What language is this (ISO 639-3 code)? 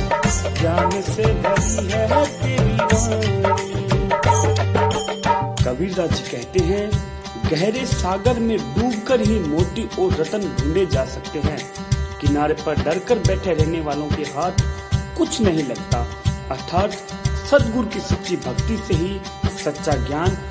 hin